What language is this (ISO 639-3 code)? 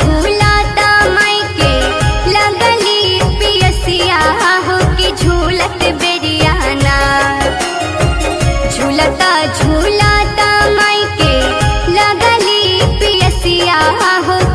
bho